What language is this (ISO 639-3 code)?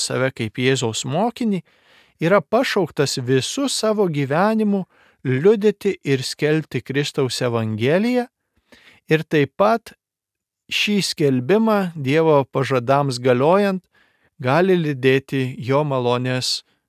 lit